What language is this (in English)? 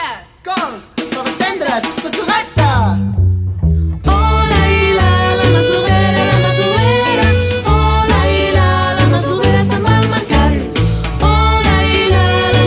Catalan